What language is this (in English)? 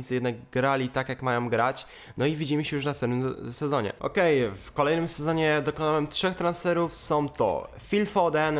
Polish